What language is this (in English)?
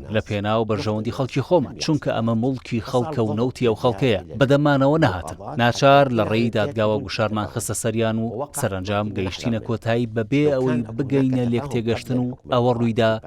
Central Kurdish